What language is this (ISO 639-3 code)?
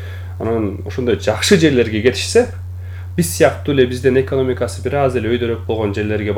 kir